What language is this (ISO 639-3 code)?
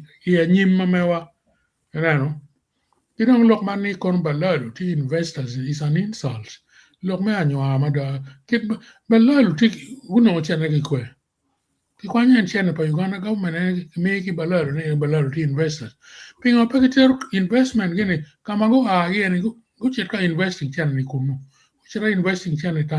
ach